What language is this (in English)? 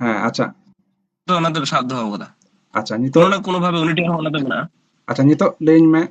Santali